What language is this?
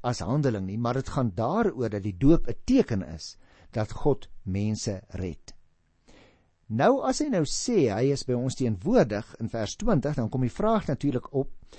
Afrikaans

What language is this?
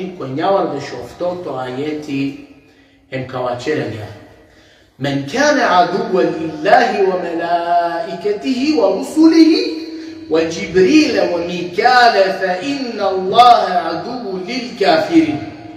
Balkan Romani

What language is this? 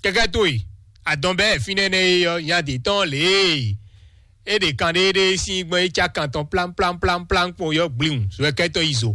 Fon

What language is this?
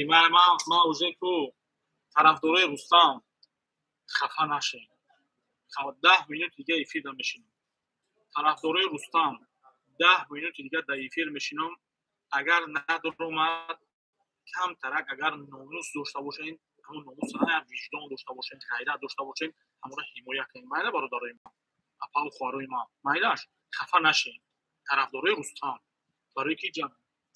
Tajik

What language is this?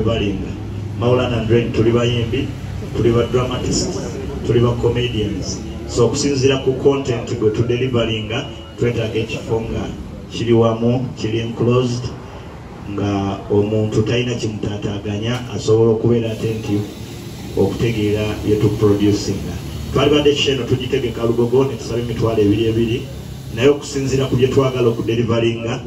Ganda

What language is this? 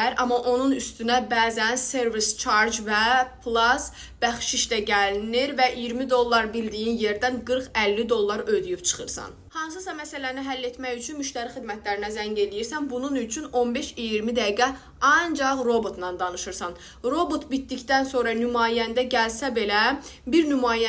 Azerbaijani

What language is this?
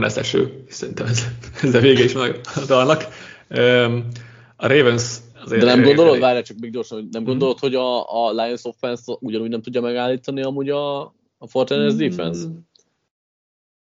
Hungarian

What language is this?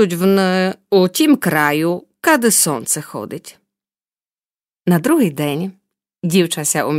Slovak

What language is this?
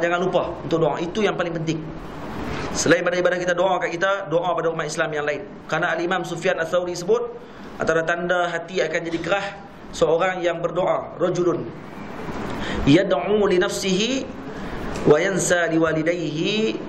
Malay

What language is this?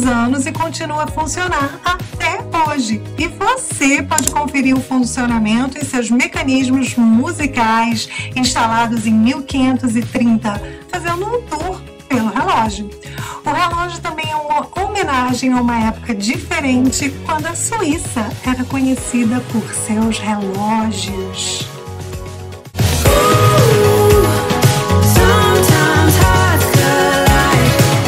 Portuguese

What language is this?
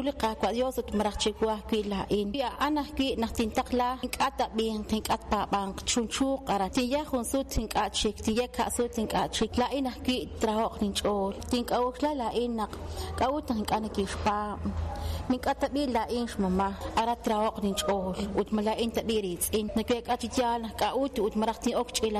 Kekchí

